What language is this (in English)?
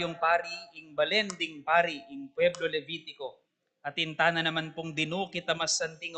Pampanga